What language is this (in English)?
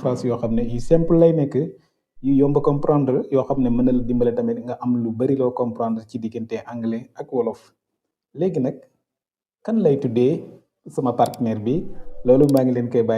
Wolof